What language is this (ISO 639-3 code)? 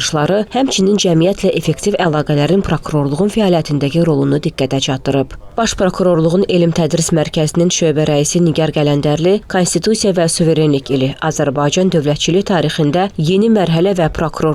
aze